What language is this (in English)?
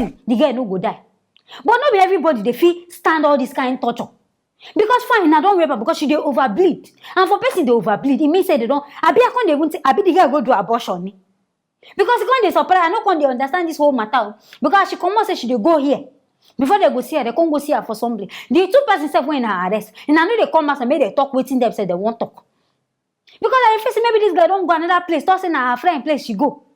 Nigerian Pidgin